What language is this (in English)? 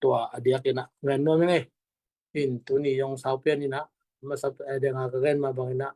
Tedim Chin